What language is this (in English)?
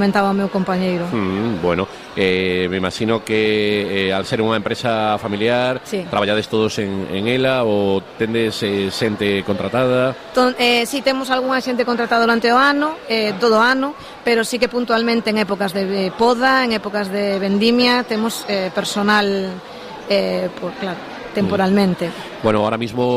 Galician